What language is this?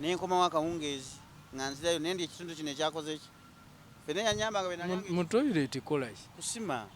Ganda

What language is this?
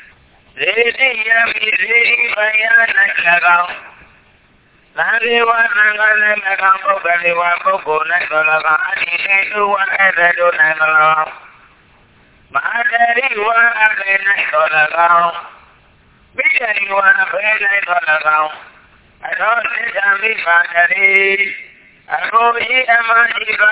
Burmese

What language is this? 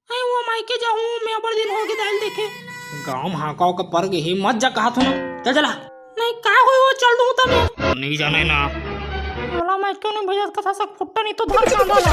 Chhattisgarhi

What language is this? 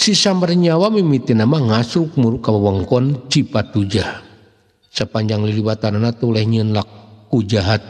Sundanese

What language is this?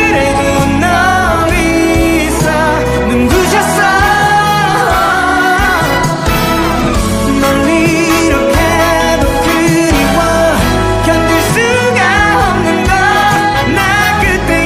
Korean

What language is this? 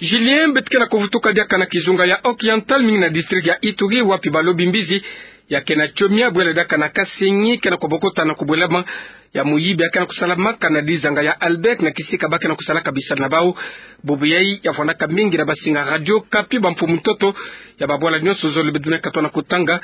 Kituba (Democratic Republic of Congo)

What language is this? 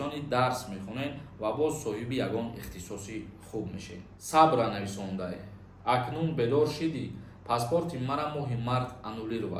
Tajik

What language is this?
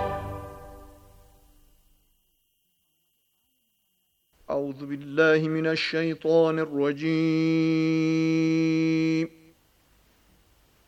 Urdu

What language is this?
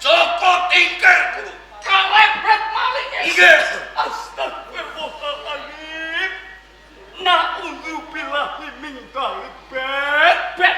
Javanese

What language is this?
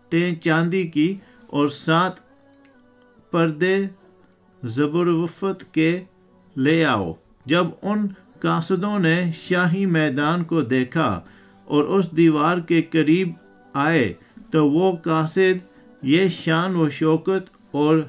Urdu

